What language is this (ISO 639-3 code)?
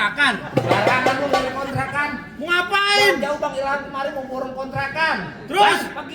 bew